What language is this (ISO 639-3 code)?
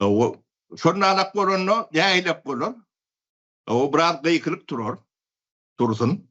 tuk